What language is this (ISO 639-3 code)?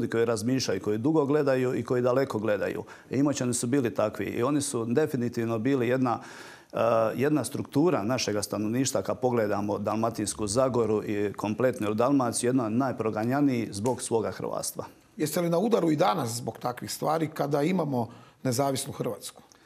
hrv